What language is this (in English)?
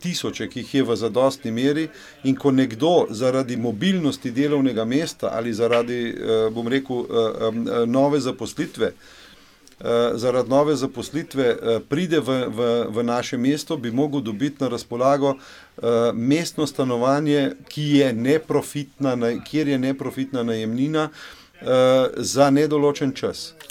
Slovenian